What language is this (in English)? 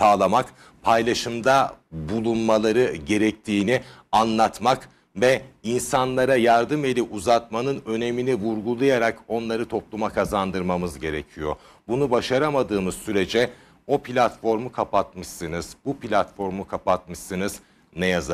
Turkish